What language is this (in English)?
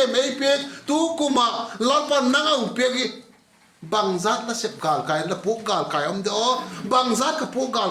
Vaiphei